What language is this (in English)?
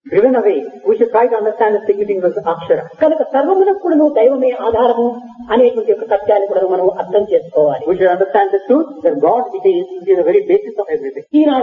Telugu